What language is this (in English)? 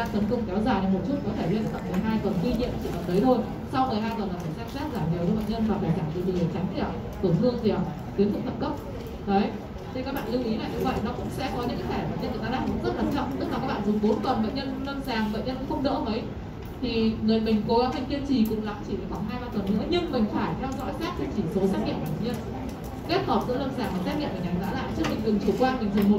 Vietnamese